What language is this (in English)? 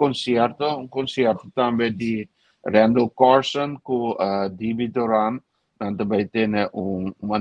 Papiamento